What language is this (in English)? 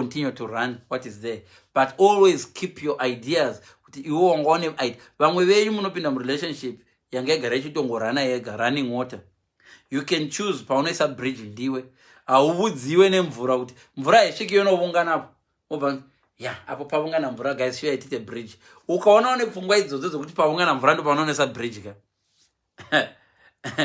Shona